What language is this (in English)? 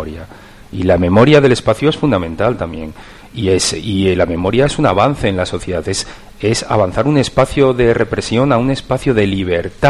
Spanish